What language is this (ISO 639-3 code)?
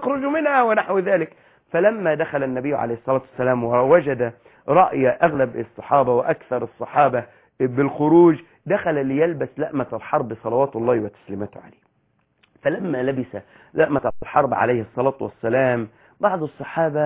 ara